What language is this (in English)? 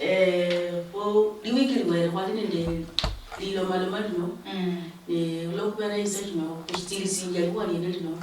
Luyia